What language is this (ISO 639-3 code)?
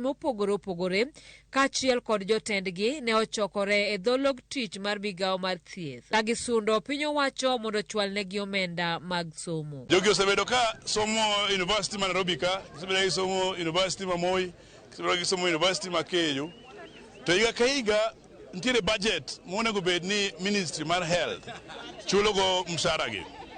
luo